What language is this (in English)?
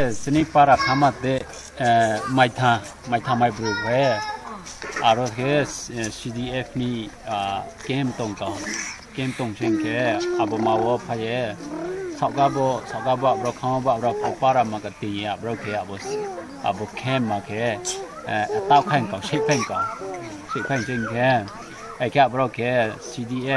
Riang (India)